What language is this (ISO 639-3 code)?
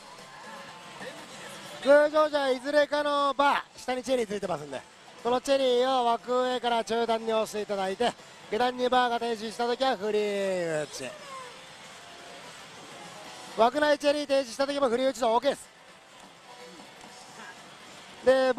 jpn